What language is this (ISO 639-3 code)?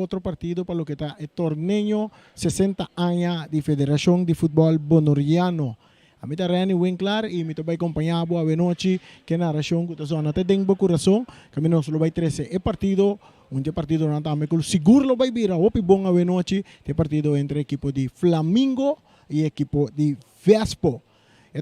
pap